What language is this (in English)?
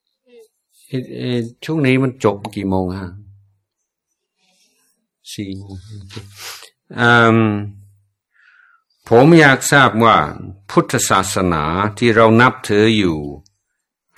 Thai